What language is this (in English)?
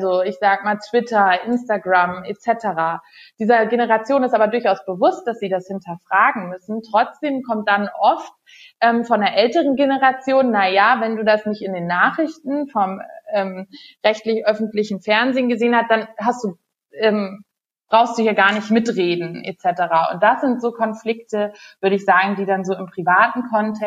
German